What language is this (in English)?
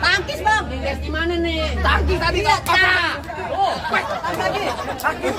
Betawi